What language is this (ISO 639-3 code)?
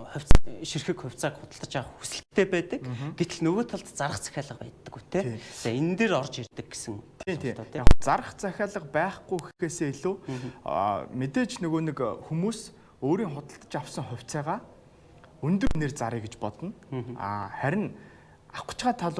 mon